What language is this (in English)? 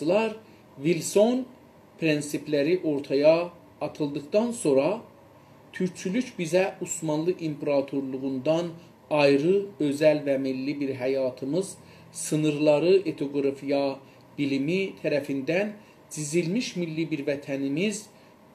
South Azerbaijani